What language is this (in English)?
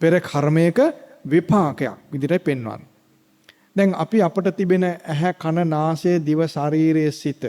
Sinhala